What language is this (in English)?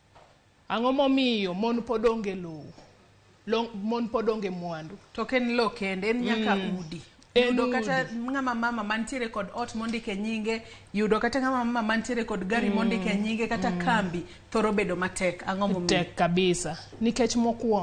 Luo (Kenya and Tanzania)